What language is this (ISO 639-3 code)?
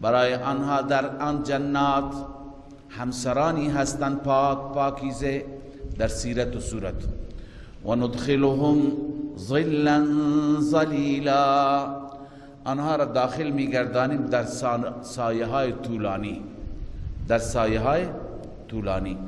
fas